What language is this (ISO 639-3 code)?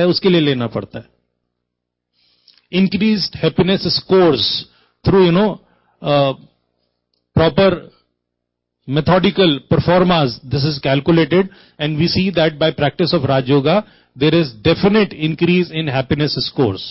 hin